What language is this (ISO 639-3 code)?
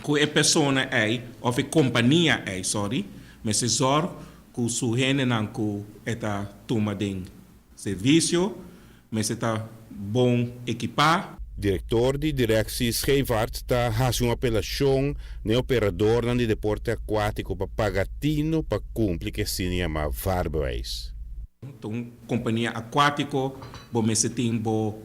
pap